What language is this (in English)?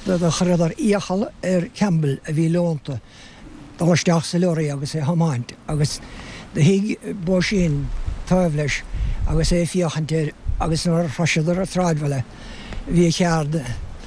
Irish